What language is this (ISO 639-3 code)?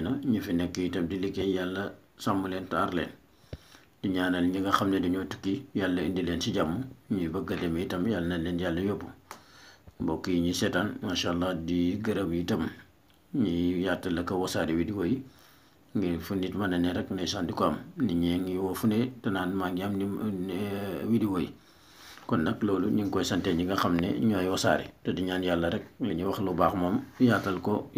wol